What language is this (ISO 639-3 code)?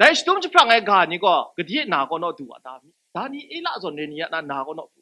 kac